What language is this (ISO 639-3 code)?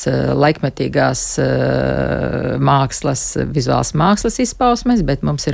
lav